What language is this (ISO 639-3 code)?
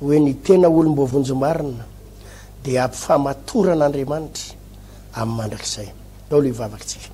mlg